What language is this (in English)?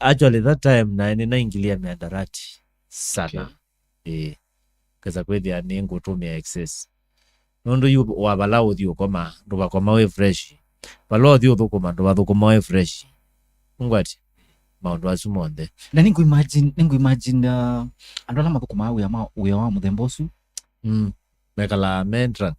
Kamba